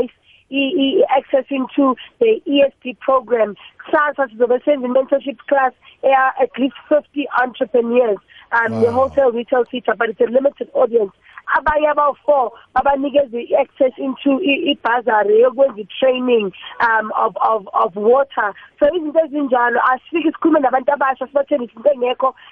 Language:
South Ndebele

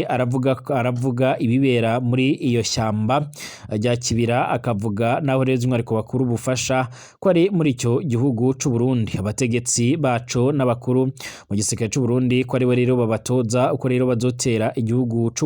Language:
Rundi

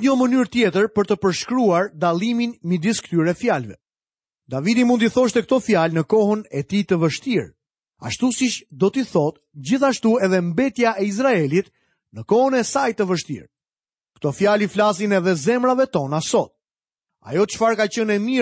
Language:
Albanian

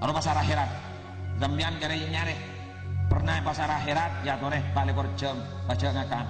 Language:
Madurese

